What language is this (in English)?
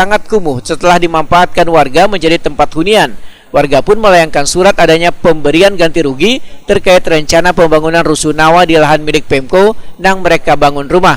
Banjar